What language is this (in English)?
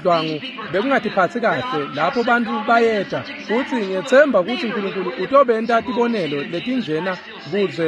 Swati